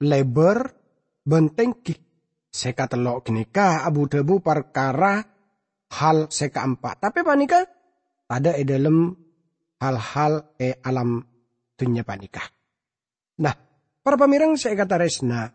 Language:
Madurese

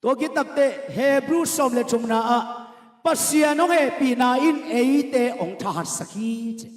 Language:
Tedim Chin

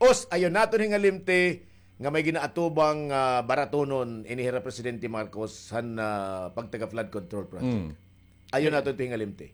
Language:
Waray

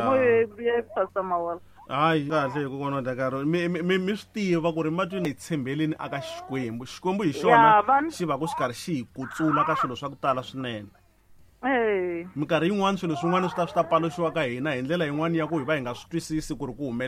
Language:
Tsonga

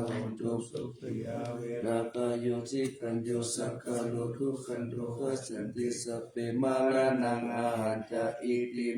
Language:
Pali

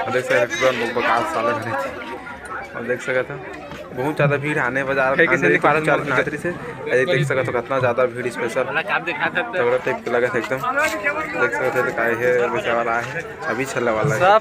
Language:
Chhattisgarhi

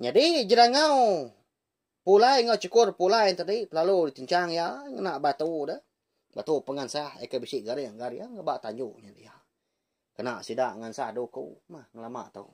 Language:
Iban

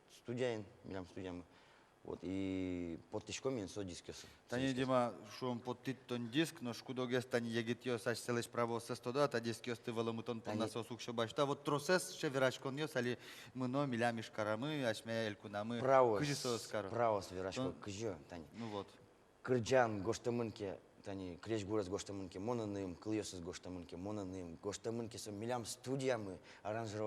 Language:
Udmurt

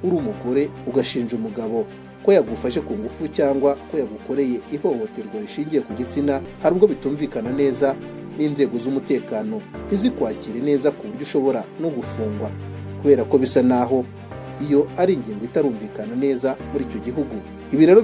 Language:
Kinyarwanda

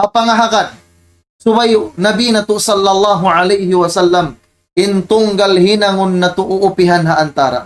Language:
Tausug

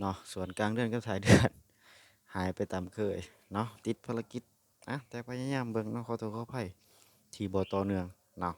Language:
Lao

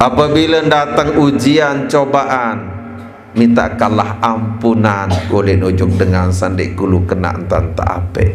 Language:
Sasak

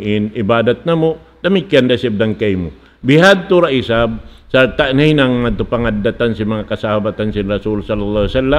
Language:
Tausug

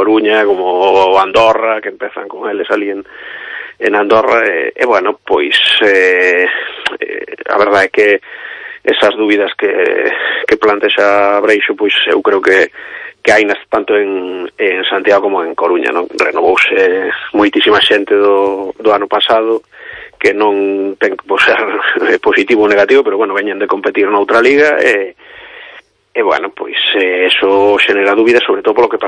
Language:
Galician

